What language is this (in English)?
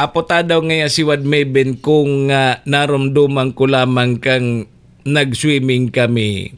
Bikol